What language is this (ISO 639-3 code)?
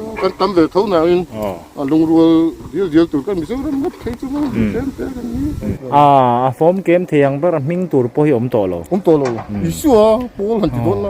lus